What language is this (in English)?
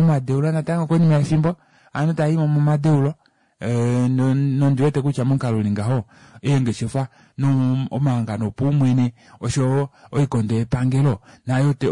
Kuanyama